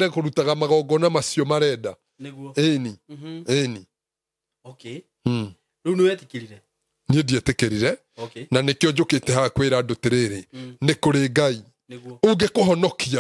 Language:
Kikuyu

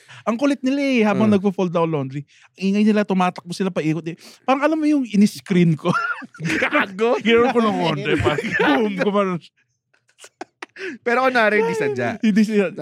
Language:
Filipino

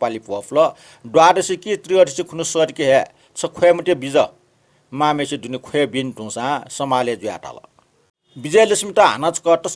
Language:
Newari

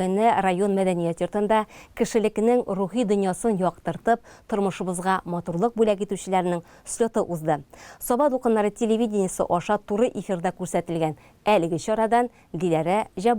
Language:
Tatar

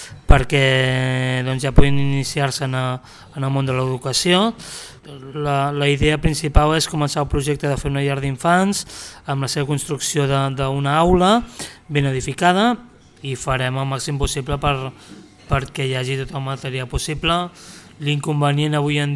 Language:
Catalan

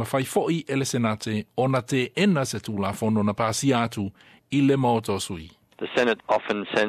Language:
Samoan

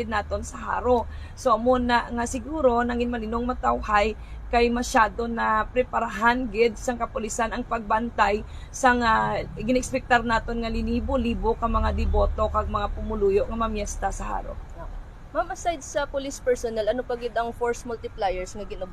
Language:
Hiligaynon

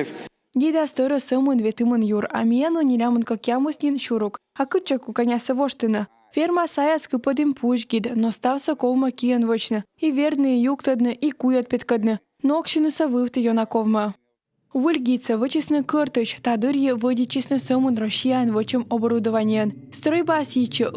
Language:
Komi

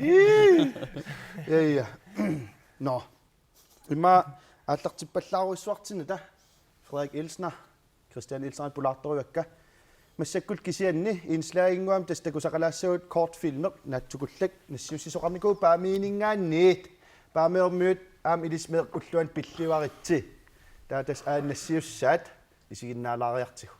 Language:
Kalaallisut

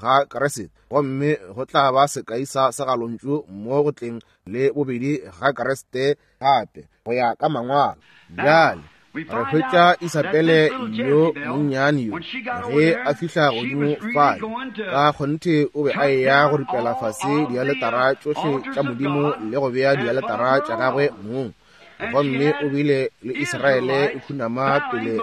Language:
Northern Sotho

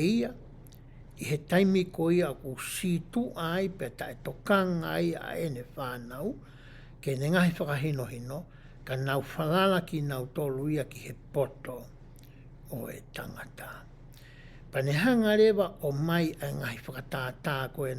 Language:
Tongan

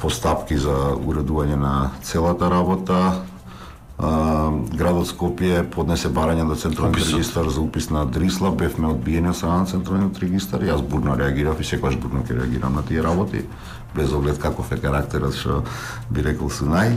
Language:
Macedonian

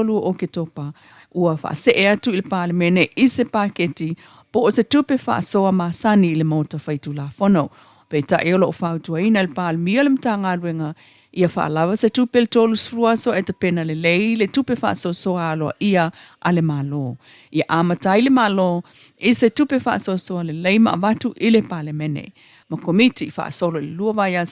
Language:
Samoan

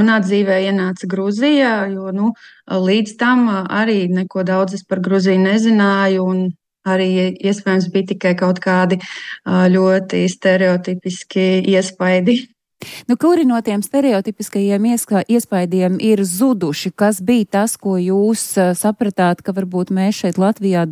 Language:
Latvian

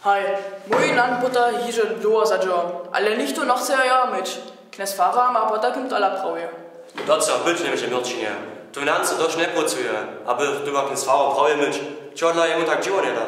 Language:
Upper Sorbian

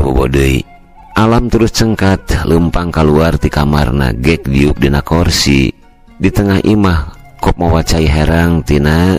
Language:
Sundanese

